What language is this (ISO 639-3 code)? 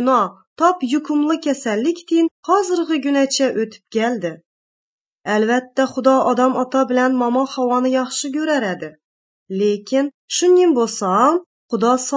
tat